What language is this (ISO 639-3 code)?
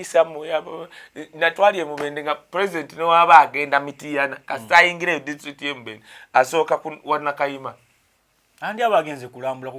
lug